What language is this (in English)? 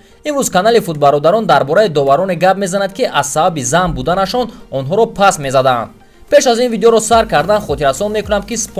Tajik